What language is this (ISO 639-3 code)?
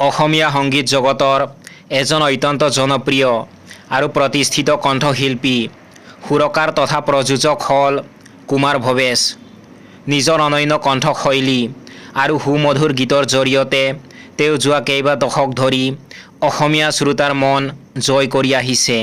asm